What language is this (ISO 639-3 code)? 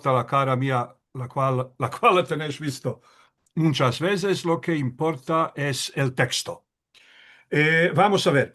lad